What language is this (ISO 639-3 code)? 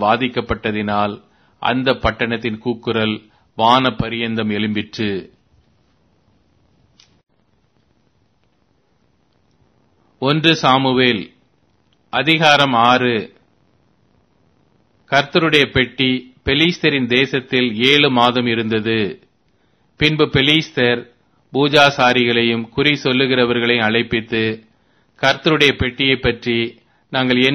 tam